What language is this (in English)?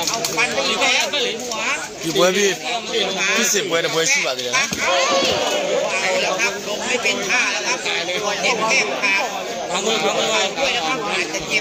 Burmese